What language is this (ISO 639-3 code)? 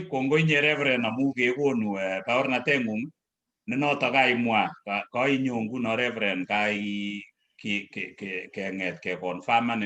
kln